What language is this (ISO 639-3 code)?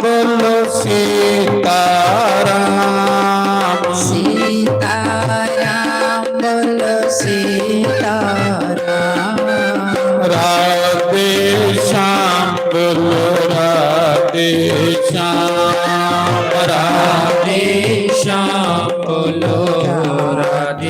doi